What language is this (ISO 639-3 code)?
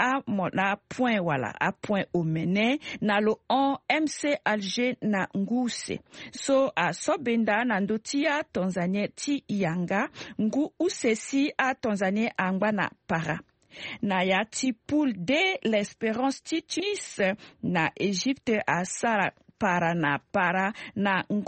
sag